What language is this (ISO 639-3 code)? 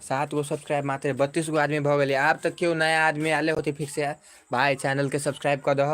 mai